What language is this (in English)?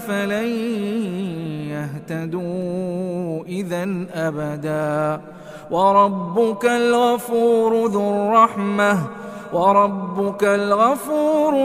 Arabic